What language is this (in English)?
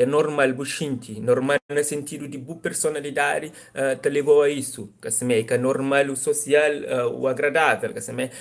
Kabuverdianu